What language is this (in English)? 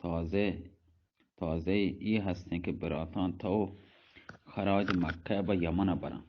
Baluchi